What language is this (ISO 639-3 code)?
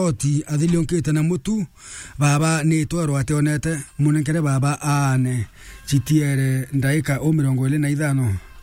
mer